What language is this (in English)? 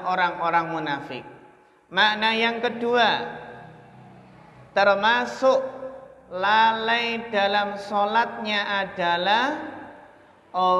Indonesian